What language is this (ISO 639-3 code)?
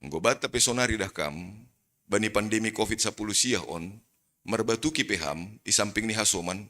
bts